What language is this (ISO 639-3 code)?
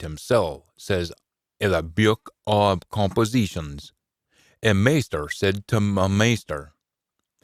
sco